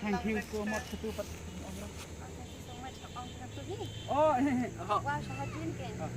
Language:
Khasi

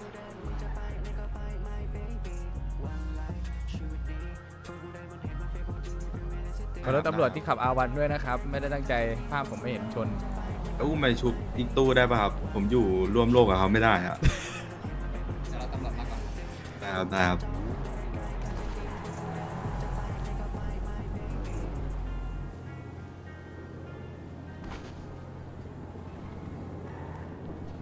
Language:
Thai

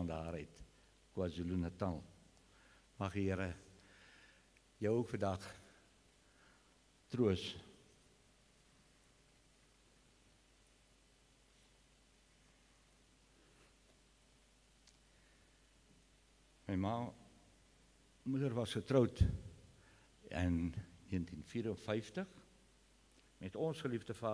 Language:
Afrikaans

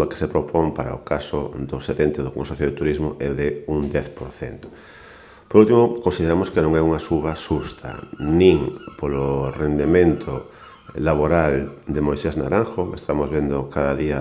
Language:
Galician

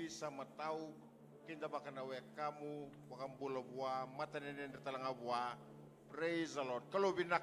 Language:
Fijian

